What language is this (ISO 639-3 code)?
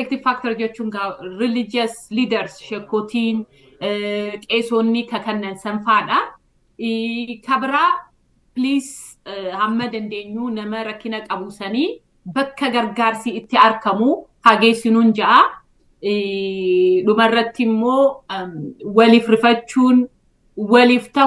orm